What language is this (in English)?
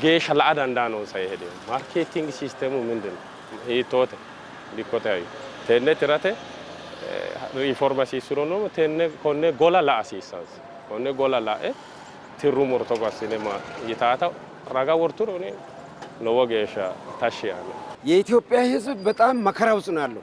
Sidamo